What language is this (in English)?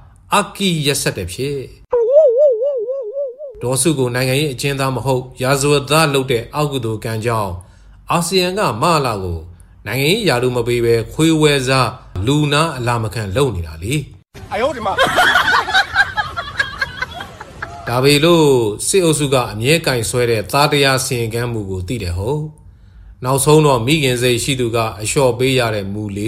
Burmese